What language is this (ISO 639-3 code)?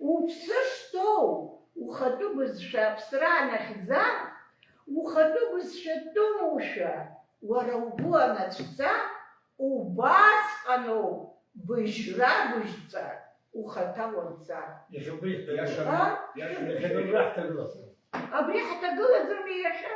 abk